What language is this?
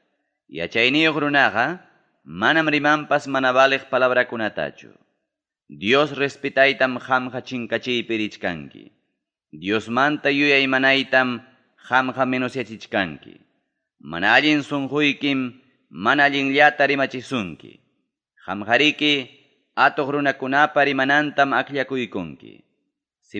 Ayacucho Quechua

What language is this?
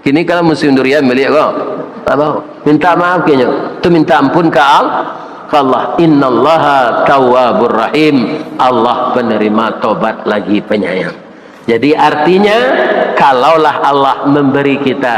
Minangkabau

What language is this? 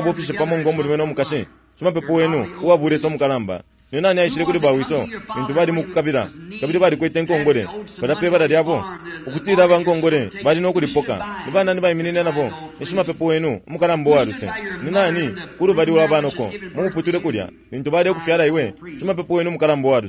Bemba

